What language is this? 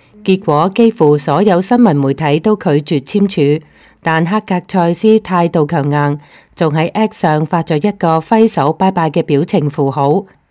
Cantonese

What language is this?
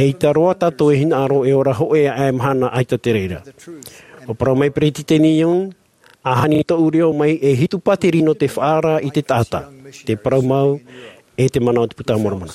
Tahitian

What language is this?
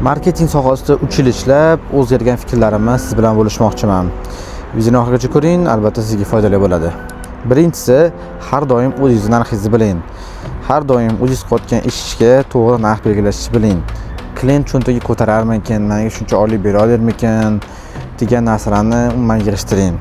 Uzbek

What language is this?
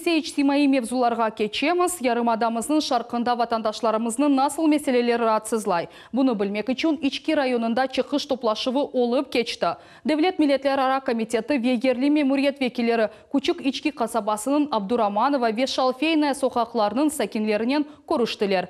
Crimean Tatar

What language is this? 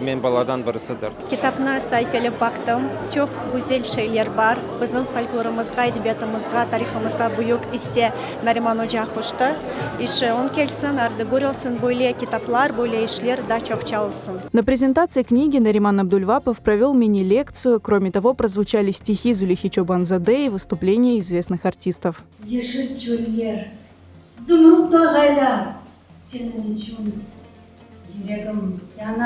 Crimean Tatar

